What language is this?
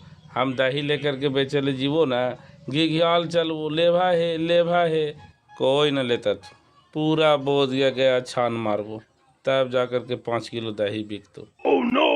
Magahi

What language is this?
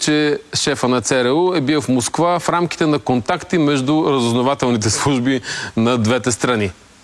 Bulgarian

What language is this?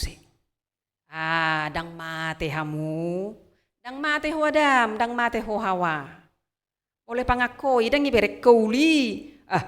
Batak Toba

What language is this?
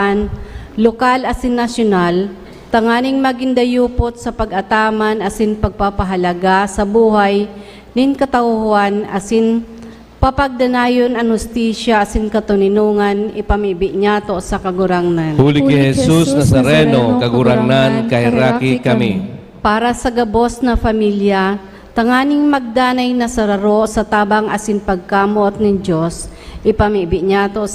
Bikol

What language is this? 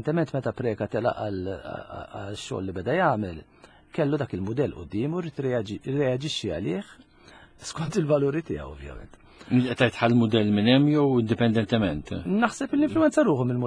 Maltese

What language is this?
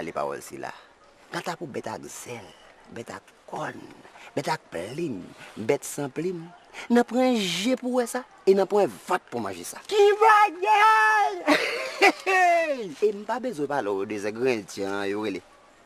Haitian Creole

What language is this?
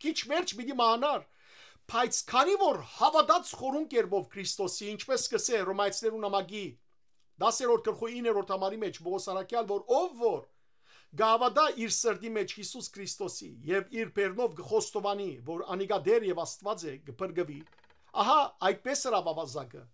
Western Armenian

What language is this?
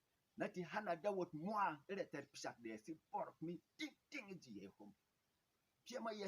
Berom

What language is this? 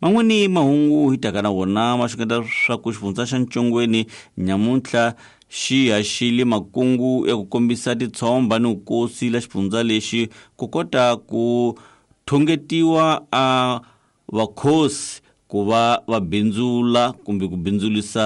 Tsonga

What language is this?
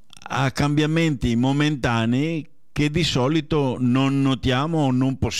Italian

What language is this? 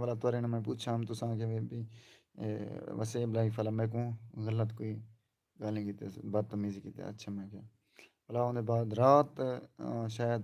Saraiki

